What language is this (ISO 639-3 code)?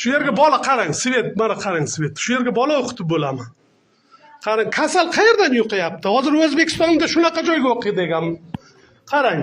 uzb